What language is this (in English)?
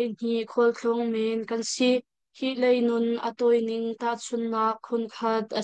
Hakha Chin